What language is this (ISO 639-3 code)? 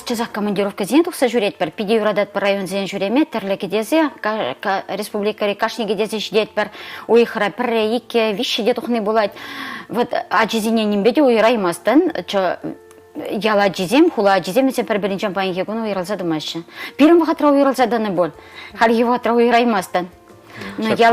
chv